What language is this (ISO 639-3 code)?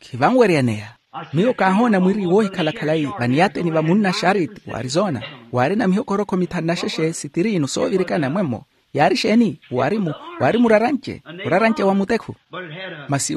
vmw